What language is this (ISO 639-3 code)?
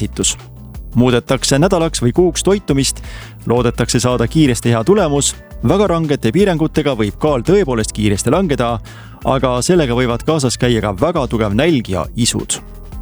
est